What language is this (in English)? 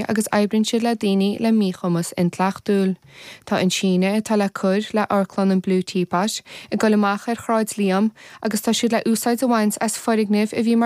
Irish